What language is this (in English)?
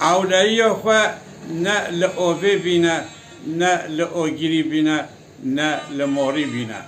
Kurdish